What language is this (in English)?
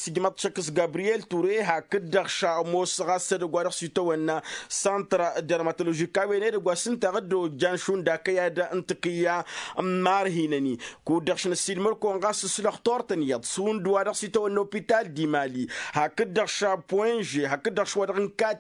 Tamasheq